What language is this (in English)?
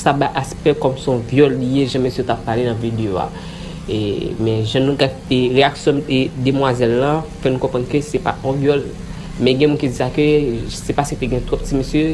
Haitian Creole